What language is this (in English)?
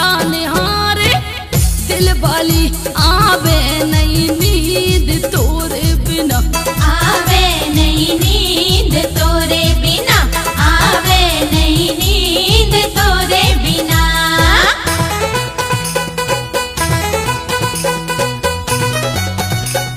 Bundeli